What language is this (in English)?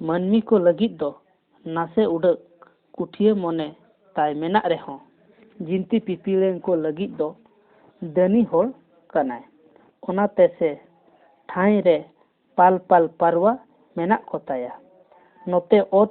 Santali